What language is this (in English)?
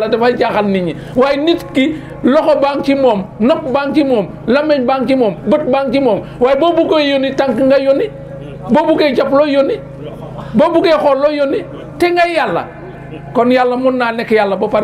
Wolof